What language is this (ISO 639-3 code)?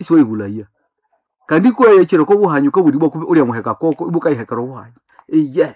nnb